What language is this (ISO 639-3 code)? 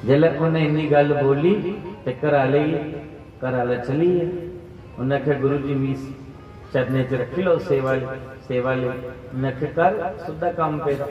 doi